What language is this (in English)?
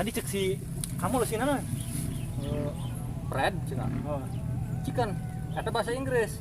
Sundanese